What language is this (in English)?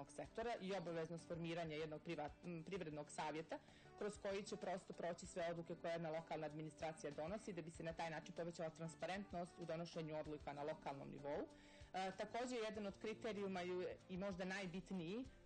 Serbian